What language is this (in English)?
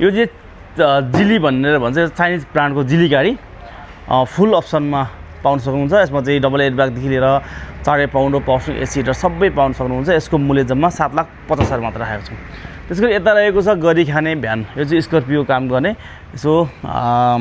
Nepali